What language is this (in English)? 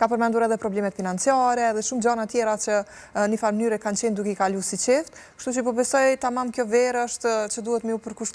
Albanian